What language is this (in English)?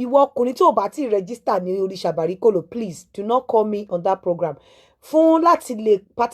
Yoruba